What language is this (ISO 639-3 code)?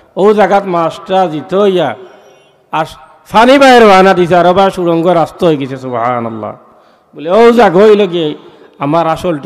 syl